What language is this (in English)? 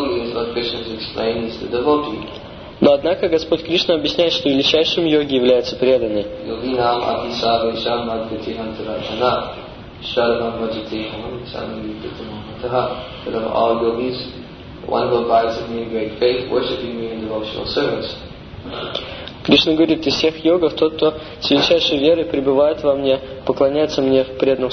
Russian